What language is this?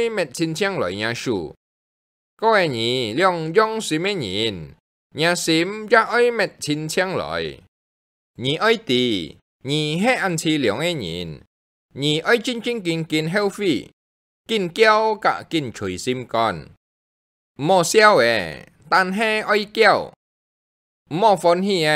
Hakka Chinese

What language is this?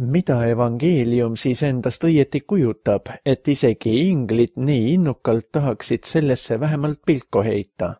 Estonian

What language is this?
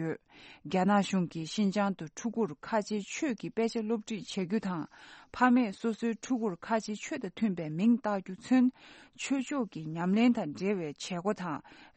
Tibetan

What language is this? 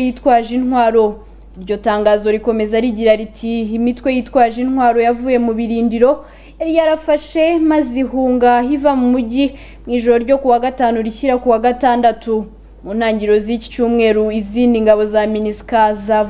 Kinyarwanda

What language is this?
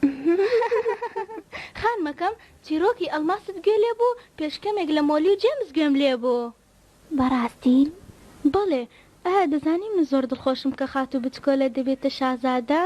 Central Kurdish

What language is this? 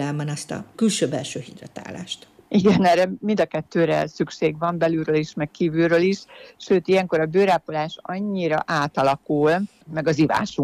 Hungarian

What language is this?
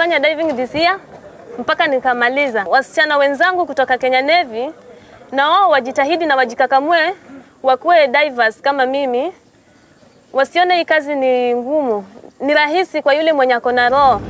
Swahili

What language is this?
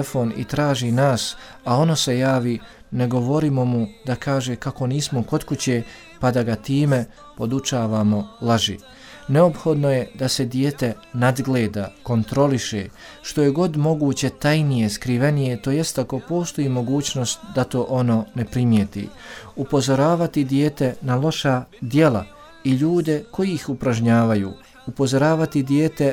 Bosnian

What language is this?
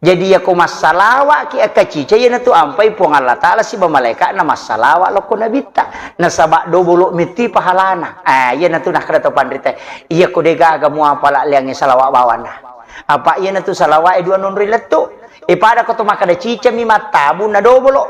Buginese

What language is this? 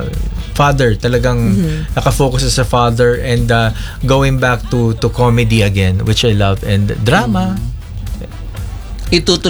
Filipino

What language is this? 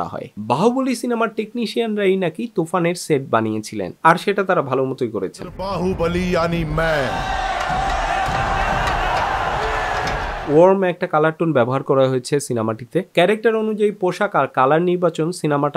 Bangla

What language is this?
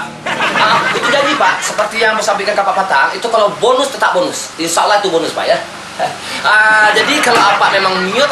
Minangkabau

